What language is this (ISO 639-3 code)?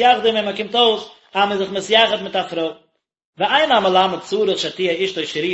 yid